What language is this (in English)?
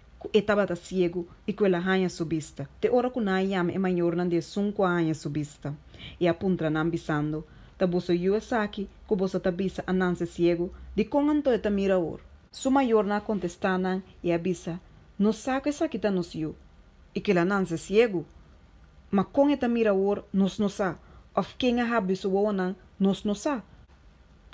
Papiamento